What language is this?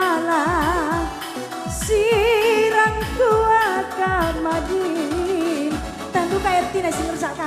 Batak Karo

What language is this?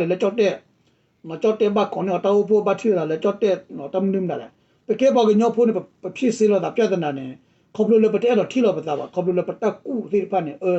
S'gaw Karen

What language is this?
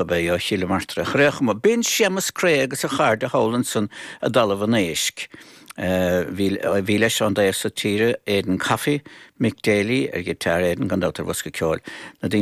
Irish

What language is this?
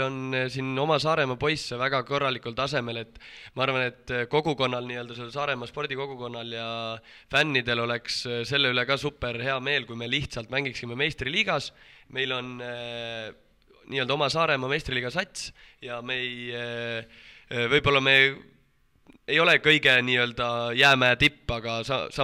Estonian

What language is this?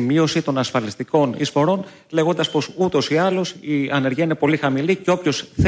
Greek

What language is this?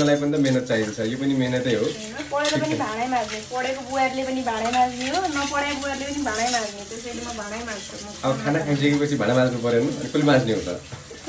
Nepali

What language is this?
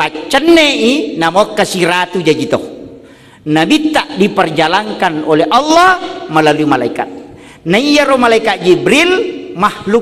Buginese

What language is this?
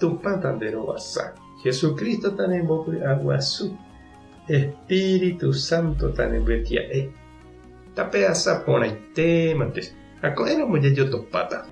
Guarani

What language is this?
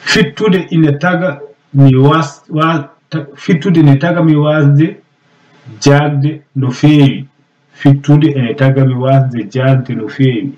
Fula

